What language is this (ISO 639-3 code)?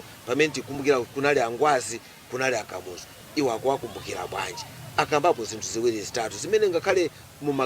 nya